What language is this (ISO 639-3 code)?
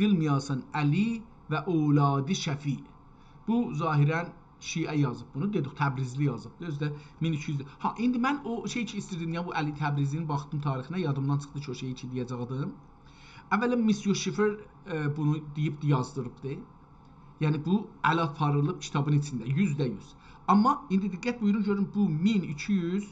azb